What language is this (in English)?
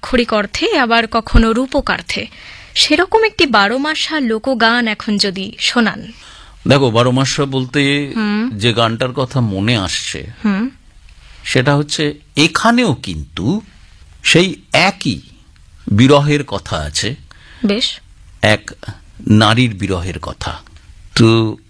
Bangla